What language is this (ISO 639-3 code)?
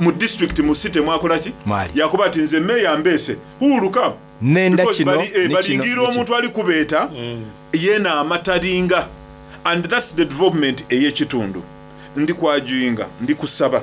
xog